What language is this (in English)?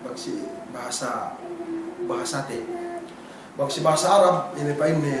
Yakan